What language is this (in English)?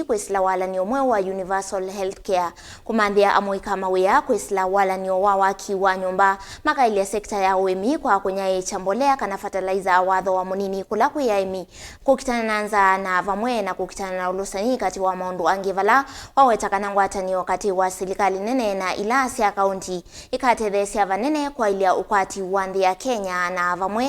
Kamba